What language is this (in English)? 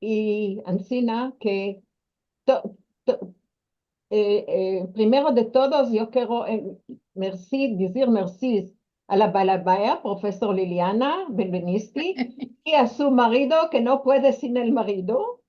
Ladino